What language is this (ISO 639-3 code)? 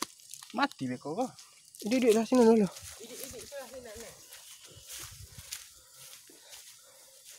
msa